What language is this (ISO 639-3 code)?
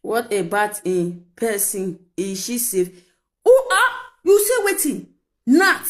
pcm